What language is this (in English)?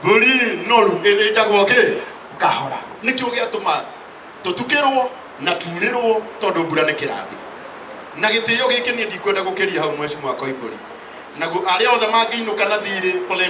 Kikuyu